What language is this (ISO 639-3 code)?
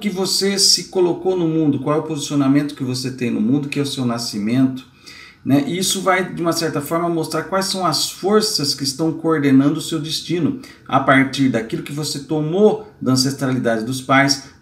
por